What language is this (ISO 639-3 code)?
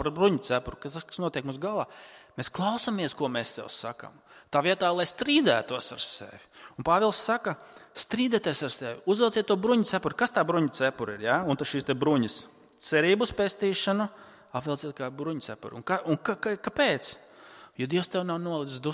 lav